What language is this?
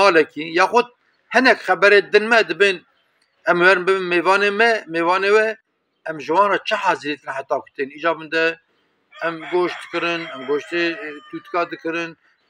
Kurdish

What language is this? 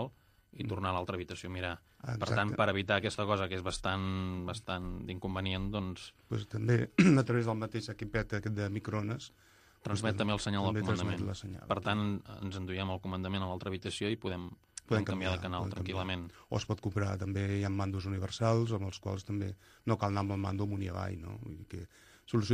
Catalan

